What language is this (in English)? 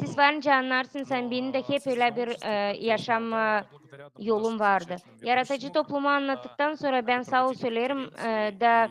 Gagauz